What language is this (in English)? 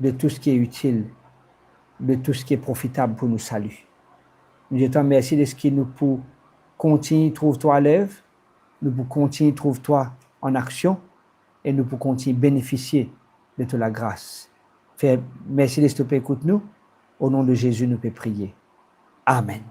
Morisyen